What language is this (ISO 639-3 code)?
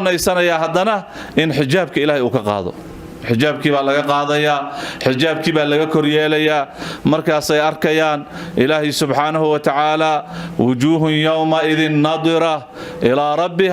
som